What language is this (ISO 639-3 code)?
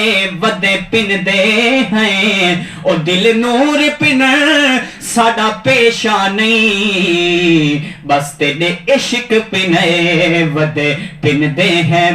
skr